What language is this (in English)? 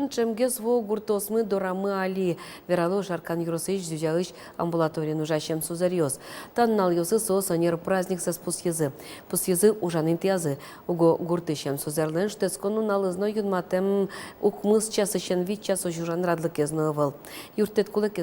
Udmurt